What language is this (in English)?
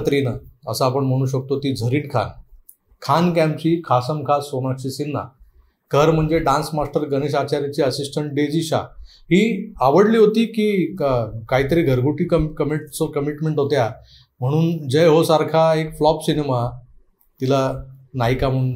Marathi